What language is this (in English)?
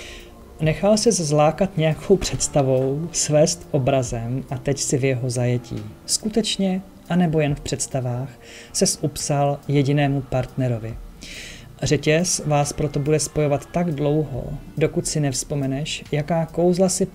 Czech